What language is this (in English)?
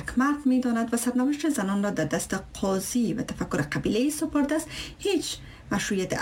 Persian